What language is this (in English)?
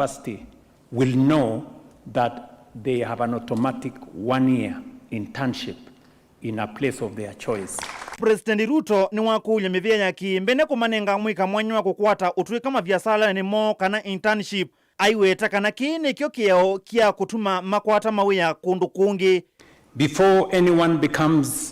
Kamba